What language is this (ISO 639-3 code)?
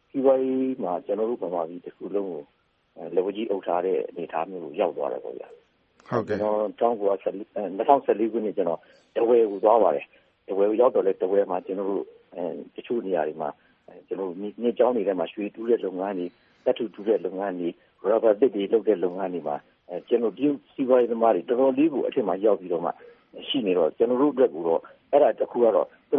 mya